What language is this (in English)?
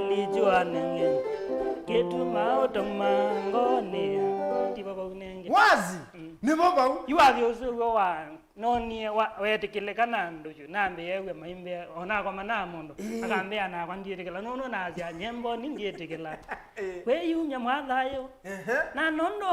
Kamba